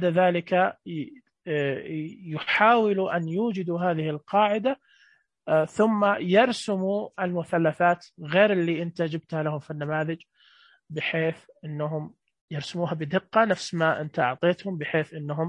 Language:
Najdi Arabic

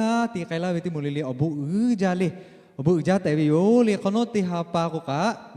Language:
Lahu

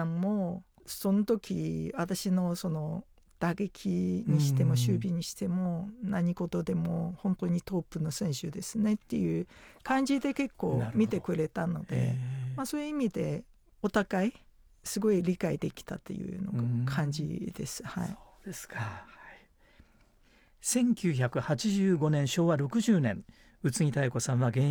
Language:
Japanese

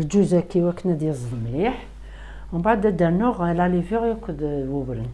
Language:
Kabyle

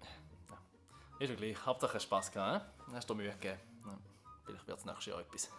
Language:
Swiss German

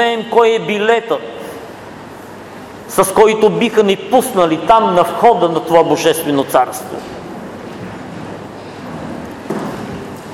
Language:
Bulgarian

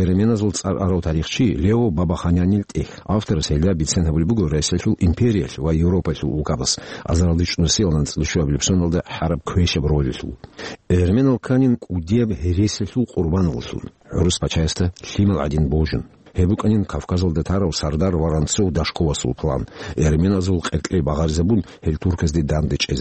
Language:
Avaric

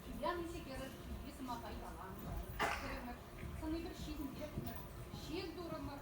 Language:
Chuvash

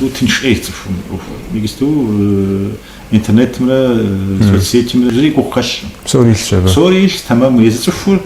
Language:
Kabardian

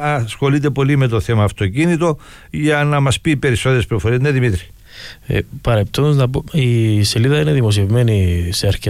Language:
Greek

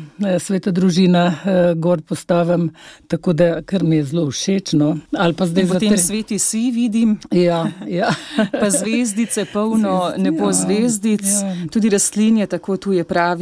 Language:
Slovenian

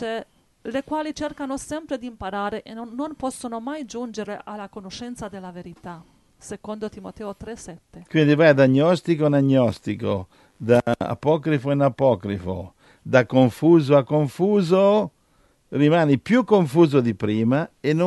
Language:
Italian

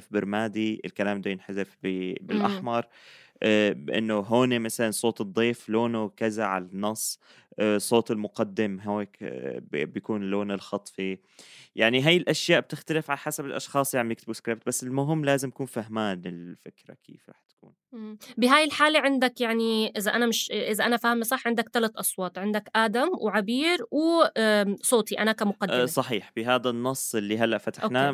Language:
North Levantine Arabic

